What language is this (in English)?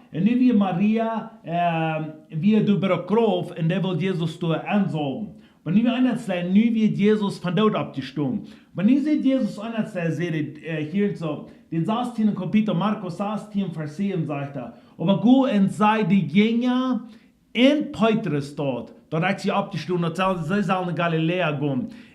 Plautdietsch